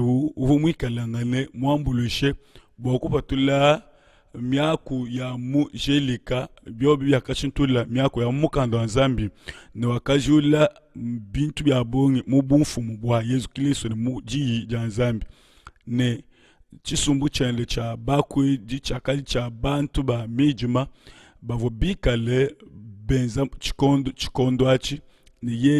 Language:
Luba-Lulua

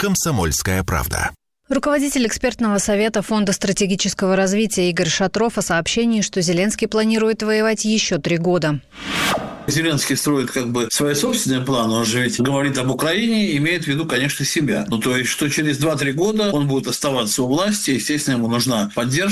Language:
Russian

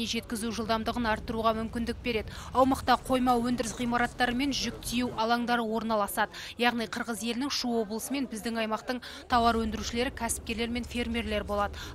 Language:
Kazakh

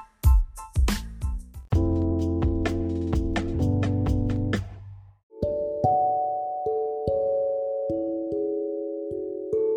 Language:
Indonesian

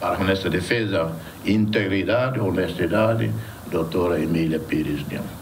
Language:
Tetum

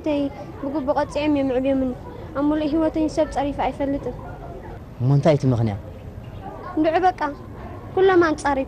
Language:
Tigrinya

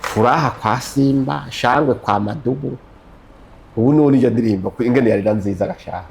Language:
Rundi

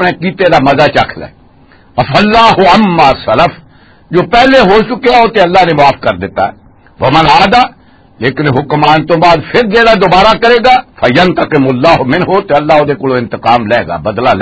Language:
Western Panjabi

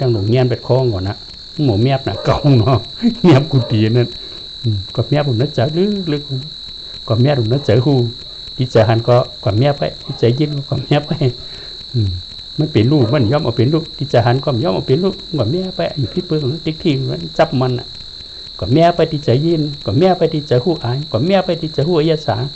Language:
Shan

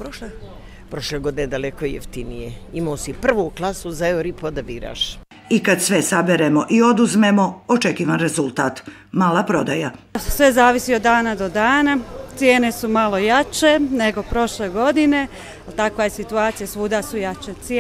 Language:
Serbian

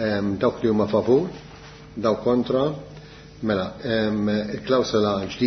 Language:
Maltese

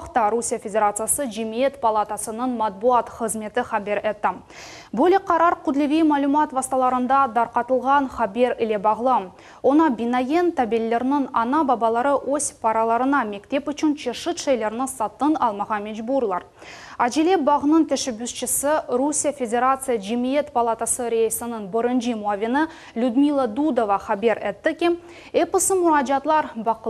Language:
Crimean Tatar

